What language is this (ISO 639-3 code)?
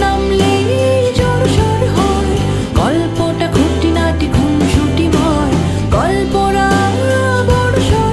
ben